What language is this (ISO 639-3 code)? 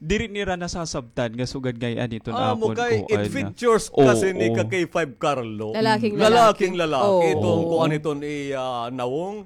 war